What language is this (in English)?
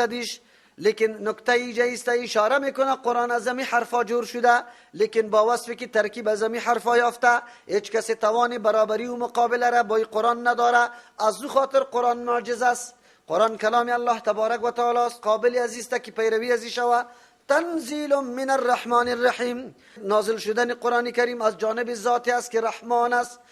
Persian